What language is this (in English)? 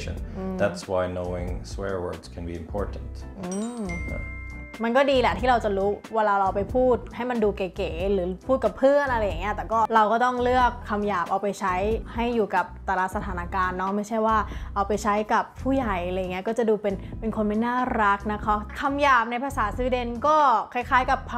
Thai